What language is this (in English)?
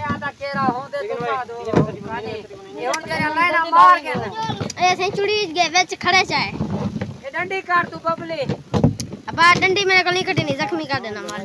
Saraiki